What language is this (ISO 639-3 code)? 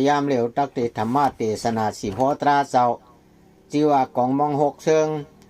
shn